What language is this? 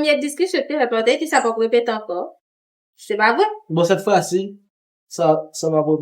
Haitian Creole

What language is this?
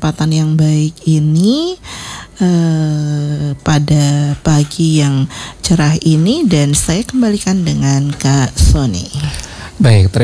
Indonesian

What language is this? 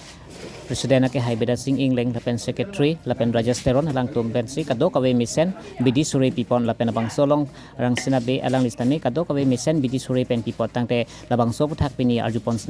Karbi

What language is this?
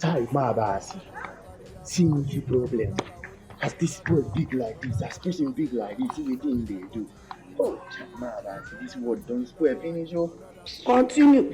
Nigerian Pidgin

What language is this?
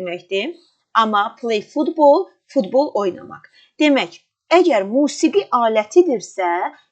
Azerbaijani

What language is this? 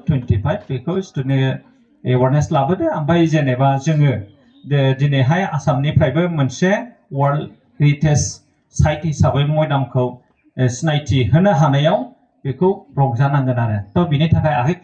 Bodo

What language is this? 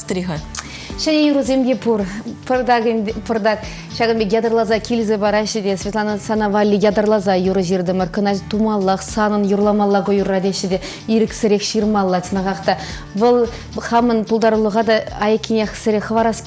Chuvash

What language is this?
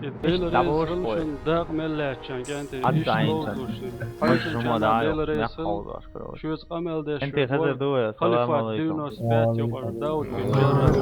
Chechen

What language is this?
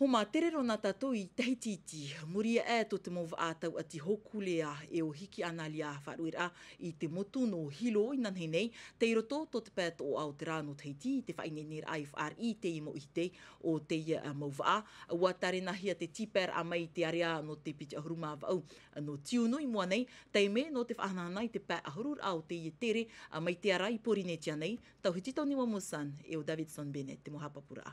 Tahitian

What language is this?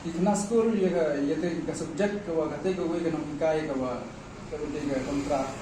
Khasi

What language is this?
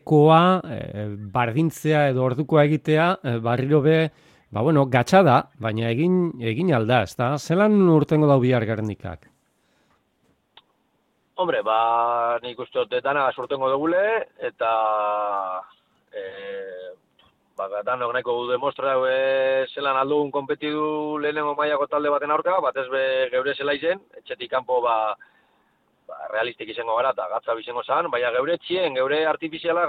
Basque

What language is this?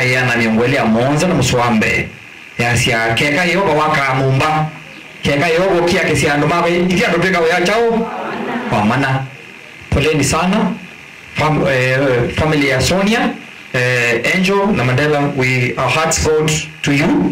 Kamba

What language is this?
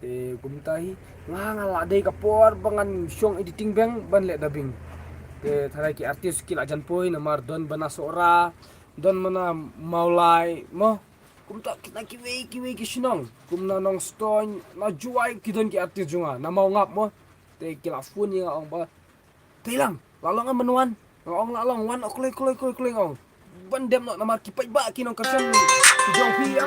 Khasi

